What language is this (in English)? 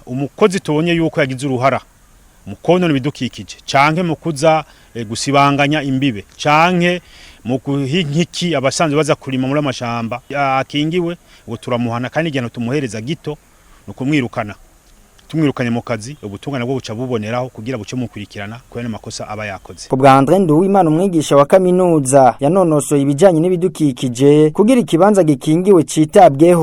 Rundi